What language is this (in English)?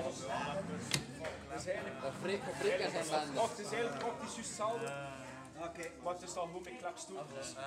Dutch